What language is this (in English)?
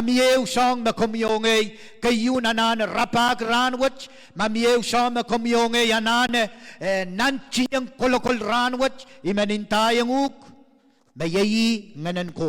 Pohnpeian